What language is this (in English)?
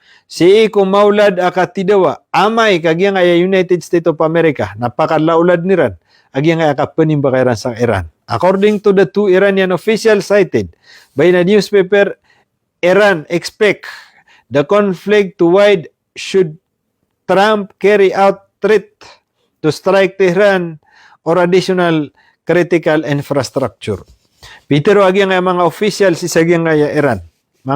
Maranao